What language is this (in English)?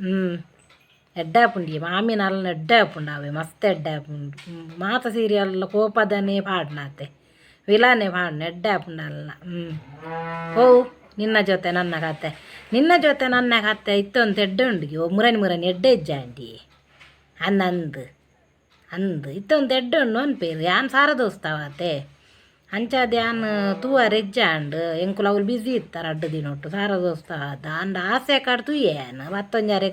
Tulu